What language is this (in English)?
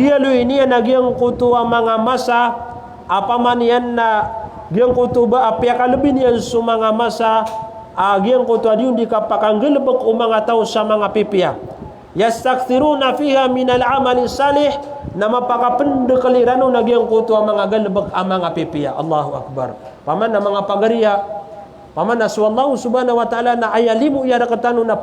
Maranao